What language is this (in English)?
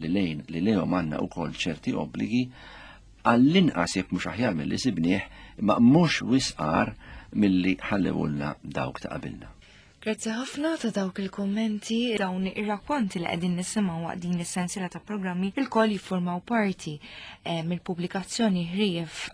Maltese